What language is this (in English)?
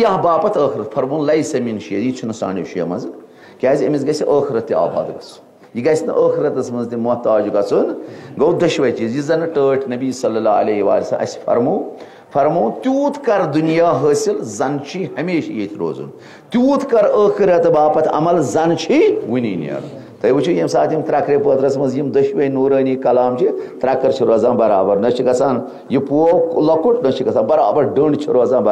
Kashmiri